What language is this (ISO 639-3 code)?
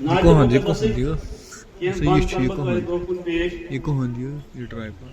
kas